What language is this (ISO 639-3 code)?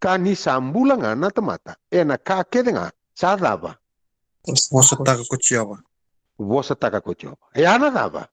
fij